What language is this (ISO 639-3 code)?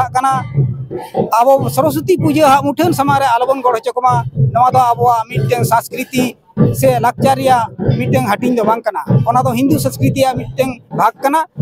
sat